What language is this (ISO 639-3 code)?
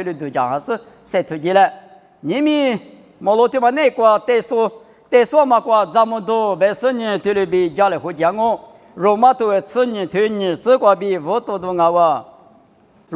lis